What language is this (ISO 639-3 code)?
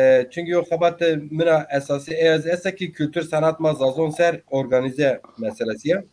zza